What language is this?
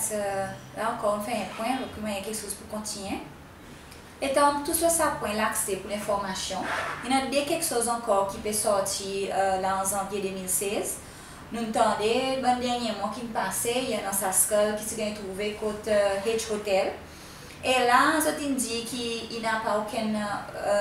Seselwa Creole French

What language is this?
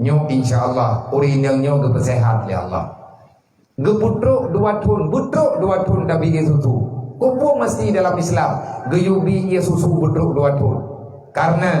Achinese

